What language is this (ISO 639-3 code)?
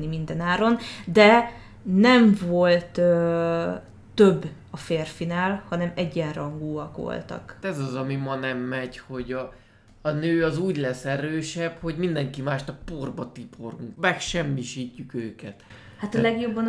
hun